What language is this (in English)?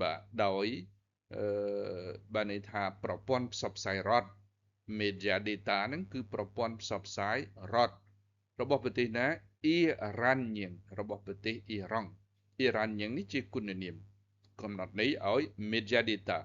Khmer